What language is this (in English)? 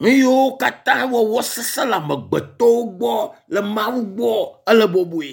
Ewe